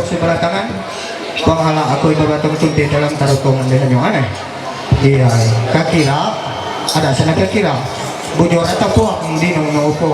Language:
Ma'anyan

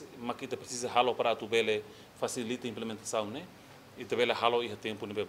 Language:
Tetum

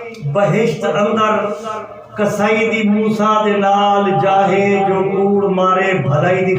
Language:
Saraiki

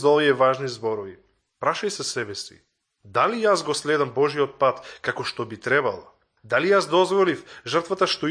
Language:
Macedonian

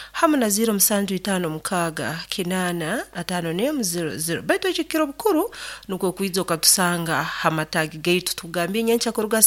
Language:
Nyoro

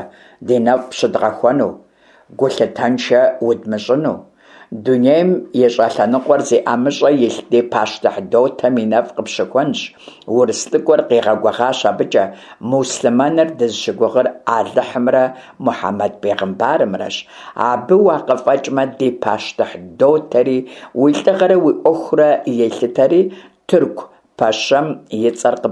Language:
Kabardian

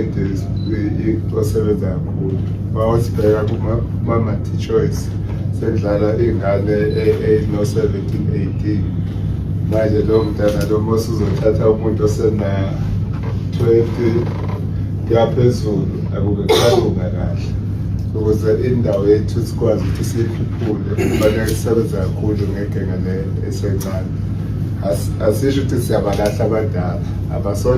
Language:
Zulu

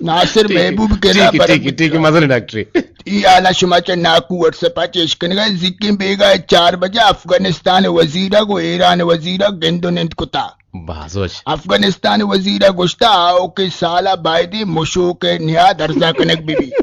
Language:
Eastern Balochi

